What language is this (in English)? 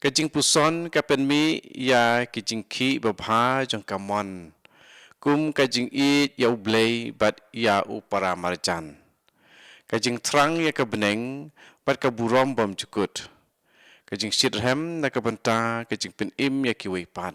Khasi